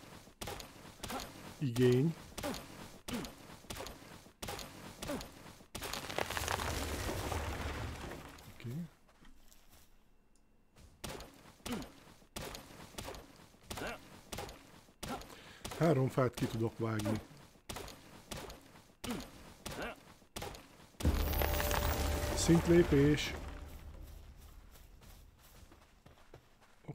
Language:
Hungarian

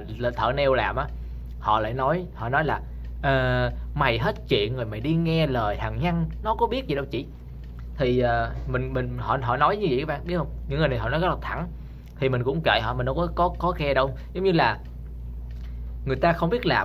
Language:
Vietnamese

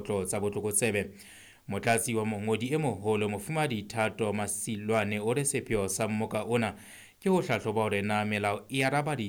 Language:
Southern Sotho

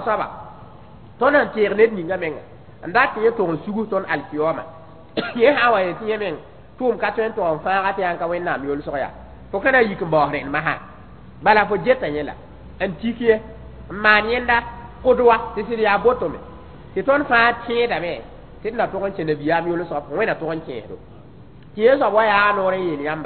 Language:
Mossi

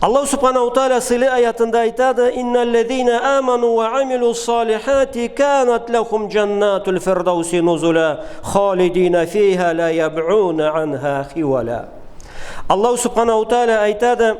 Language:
Karachay-Balkar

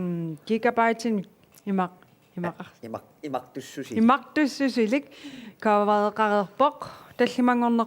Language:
Kalaallisut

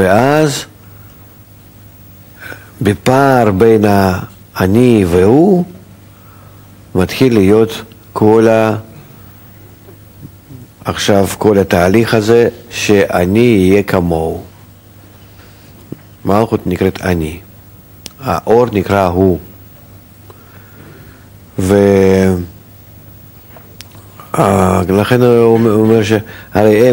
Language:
Hebrew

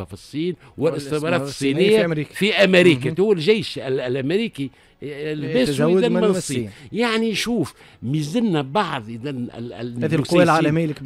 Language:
Tunisian Arabic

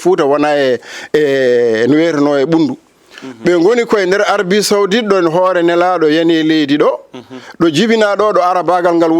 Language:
Fula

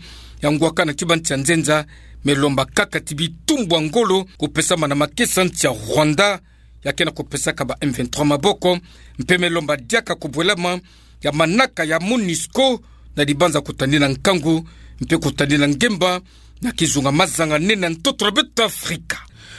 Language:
Kituba (Democratic Republic of Congo)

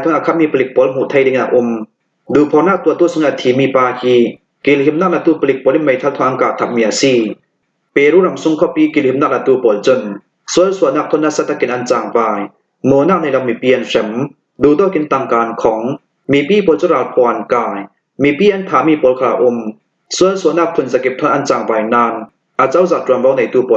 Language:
Hakha Chin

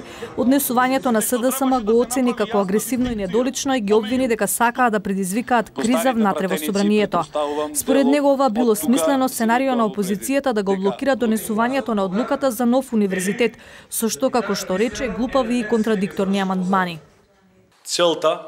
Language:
Macedonian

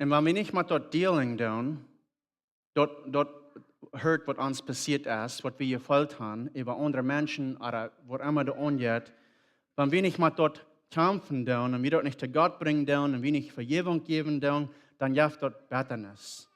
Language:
Plautdietsch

